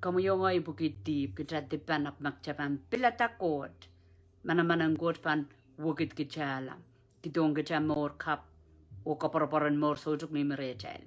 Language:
Pohnpeian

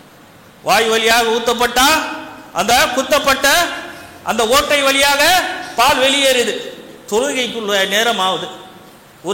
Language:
Tamil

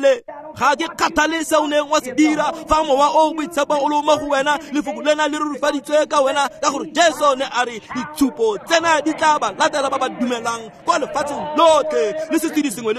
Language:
Tswana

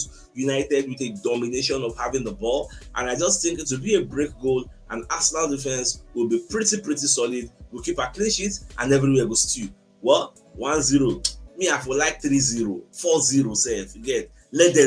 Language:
Nigerian Pidgin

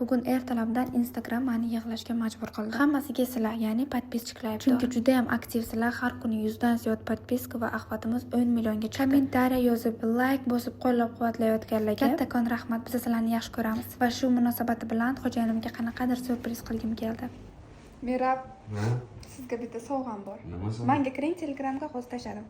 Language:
Uzbek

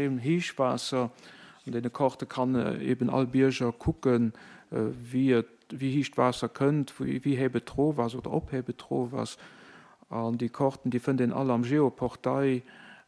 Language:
Luxembourgish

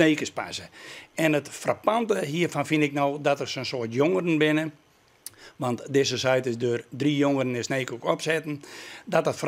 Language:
Western Frisian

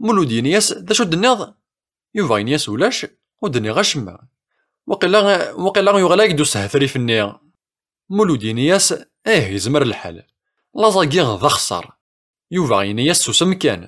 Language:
Kabyle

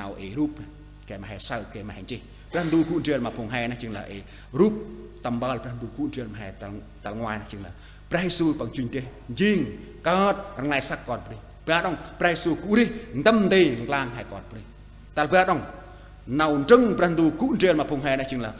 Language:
Central Mnong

